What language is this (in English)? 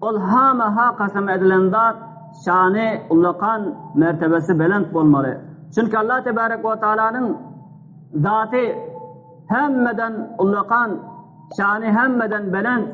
Turkmen